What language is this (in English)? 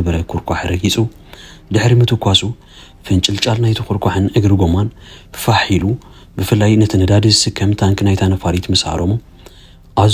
Tigrinya